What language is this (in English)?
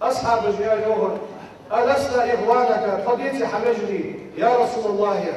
Ingush